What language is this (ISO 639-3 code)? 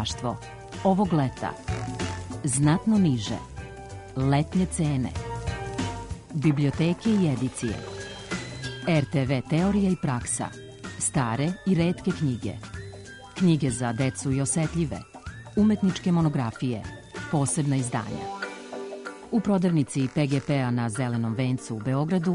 srp